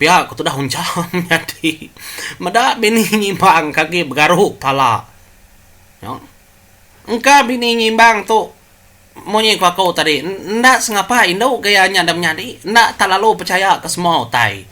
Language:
Iban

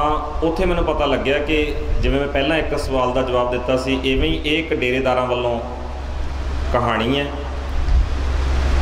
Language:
Punjabi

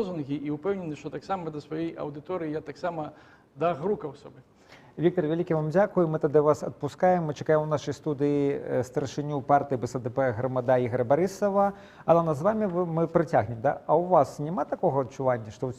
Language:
Belarusian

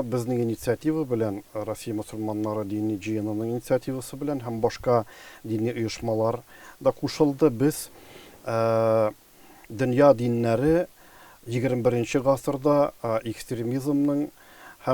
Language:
Tatar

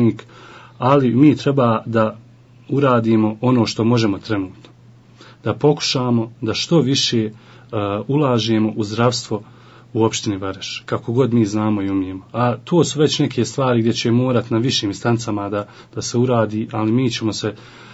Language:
Croatian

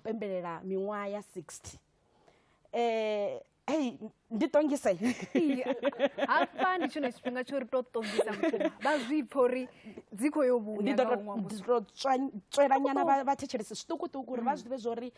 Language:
Venda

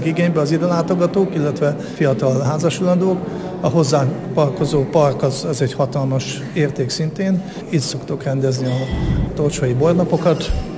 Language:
Hungarian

